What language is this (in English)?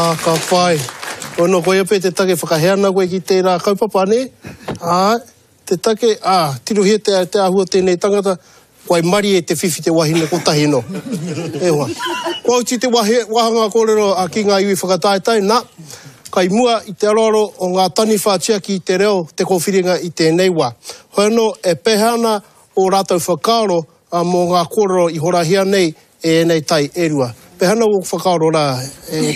Māori